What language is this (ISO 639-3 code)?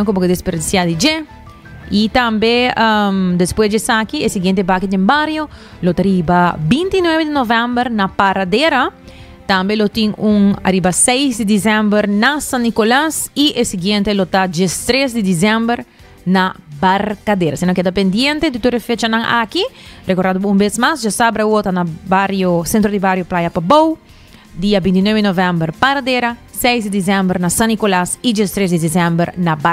pap